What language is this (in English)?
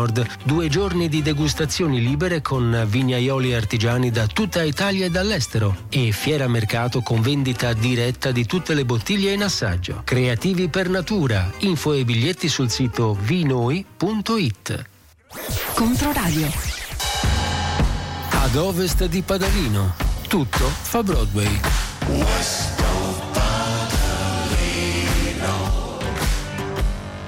Italian